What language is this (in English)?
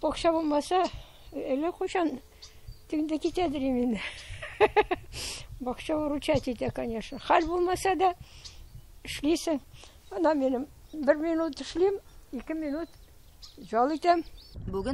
Tatar